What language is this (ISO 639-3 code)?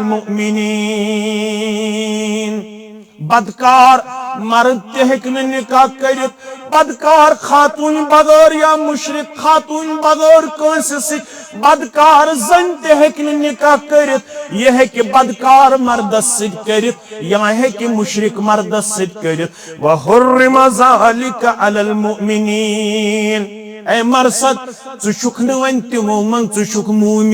kas